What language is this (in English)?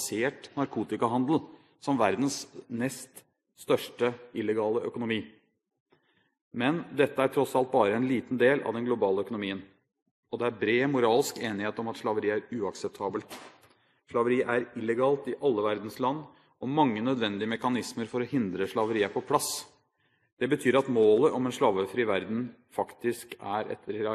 Norwegian